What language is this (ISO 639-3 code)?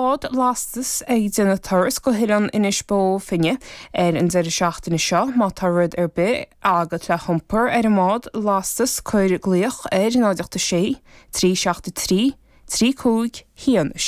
gle